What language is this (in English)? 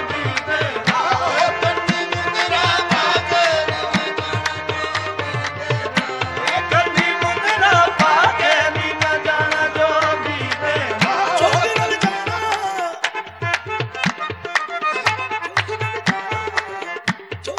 Punjabi